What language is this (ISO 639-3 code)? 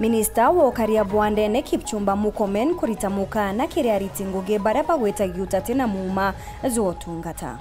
mer